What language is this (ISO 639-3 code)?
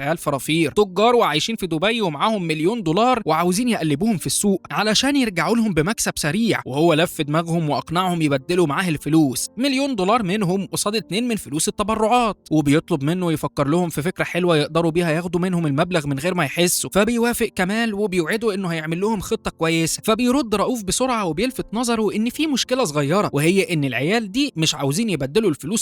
arz